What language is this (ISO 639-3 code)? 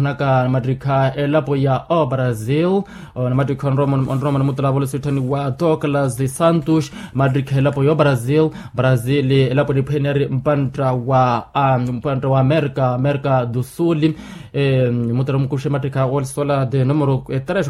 vmw